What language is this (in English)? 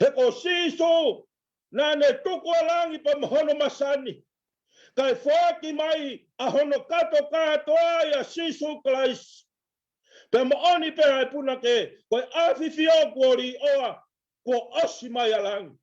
Tongan